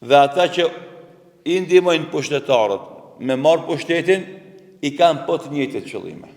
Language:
Albanian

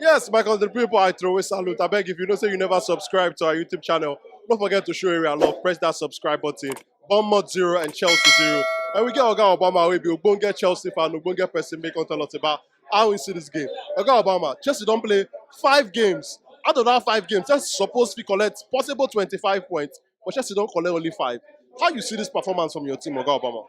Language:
Nigerian Pidgin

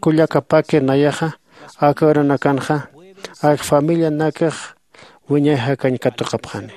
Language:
Aymara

